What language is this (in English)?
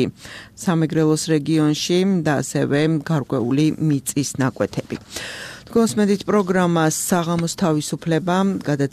Georgian